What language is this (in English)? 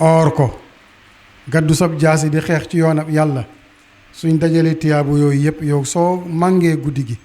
Wolof